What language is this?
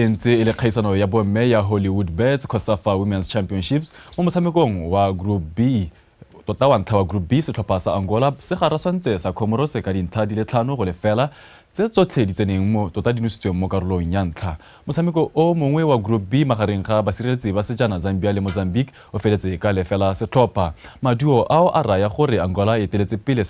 Tswana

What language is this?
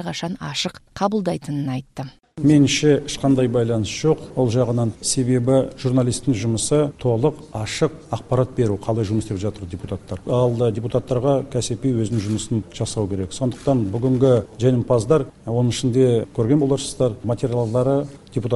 Kyrgyz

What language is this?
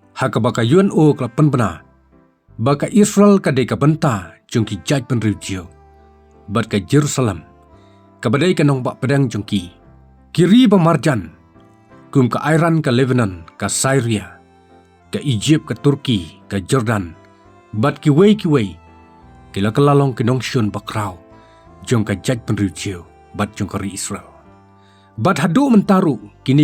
Khasi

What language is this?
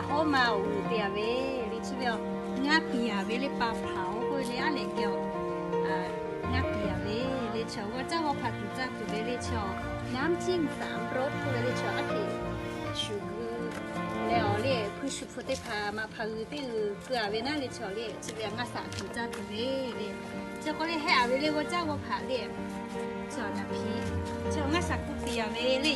Lahu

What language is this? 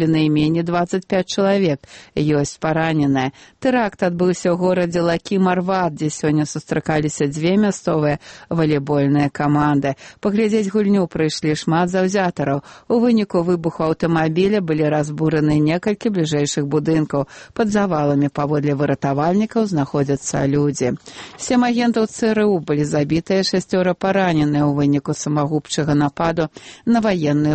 Belarusian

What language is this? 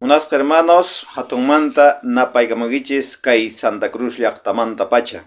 South Bolivian Quechua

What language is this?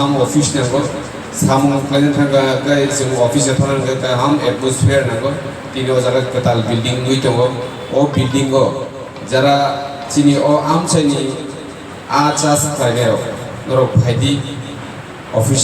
Kok Borok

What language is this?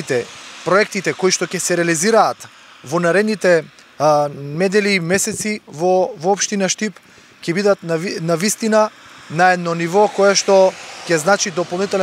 Macedonian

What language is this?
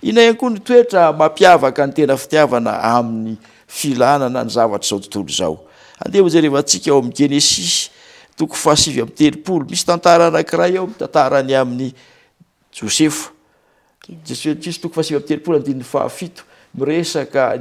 Malagasy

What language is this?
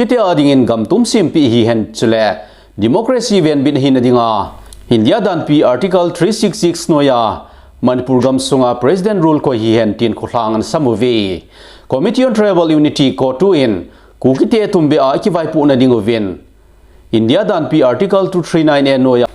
Thado Chin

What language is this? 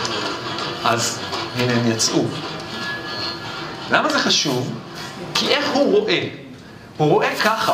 Hebrew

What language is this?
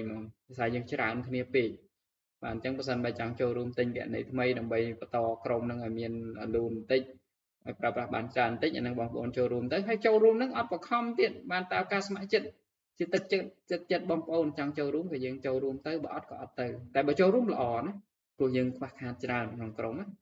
Khmer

